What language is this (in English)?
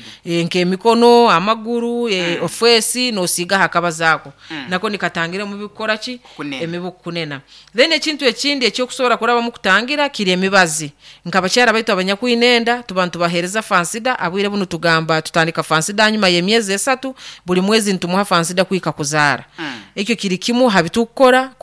Nyoro